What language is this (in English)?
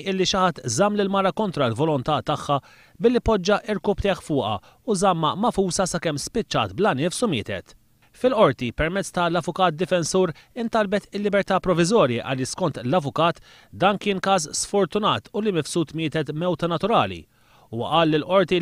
Maltese